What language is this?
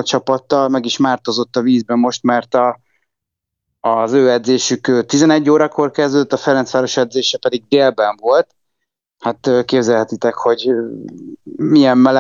Hungarian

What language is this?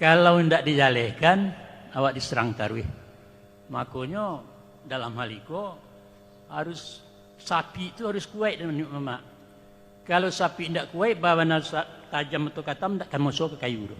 Minangkabau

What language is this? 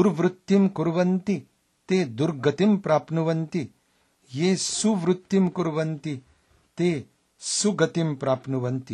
Sanskrit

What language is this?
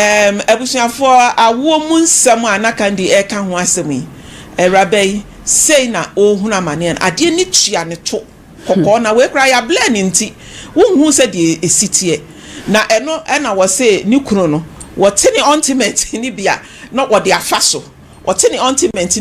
Akan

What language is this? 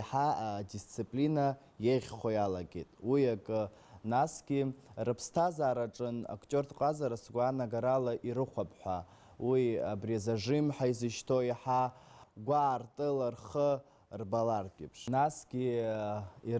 Abkhazian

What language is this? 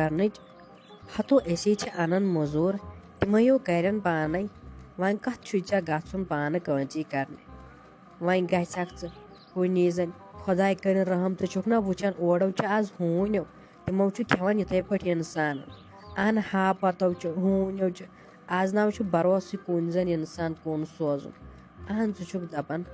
Kashmiri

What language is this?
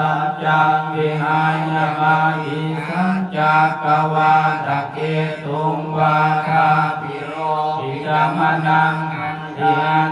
Pali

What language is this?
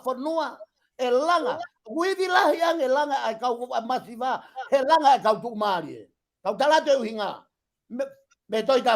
Tongan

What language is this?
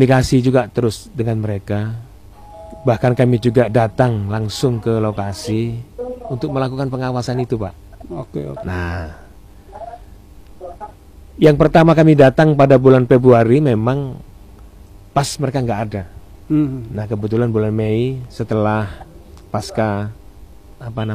Indonesian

